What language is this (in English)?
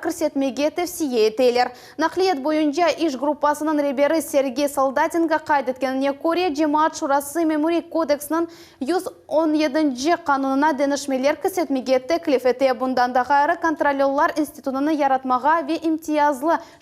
Crimean Tatar